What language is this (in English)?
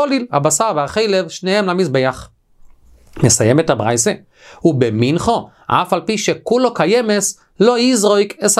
Hebrew